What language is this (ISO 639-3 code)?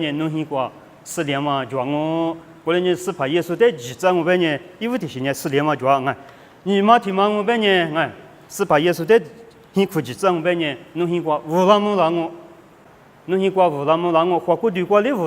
lis